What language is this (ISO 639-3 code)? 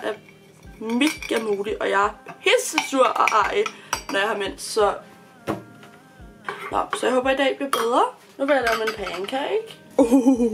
dan